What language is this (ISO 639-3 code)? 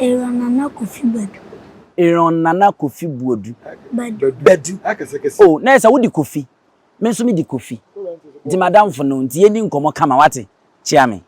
aka